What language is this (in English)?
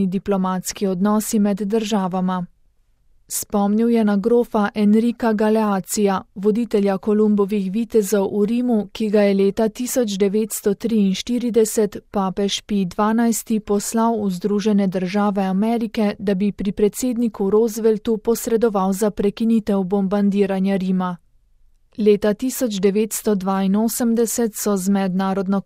Slovenian